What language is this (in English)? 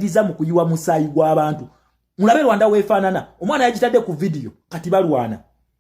Ganda